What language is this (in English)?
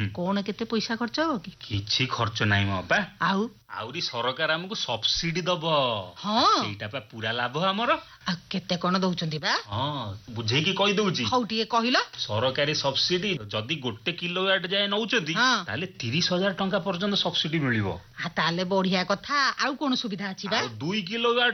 Odia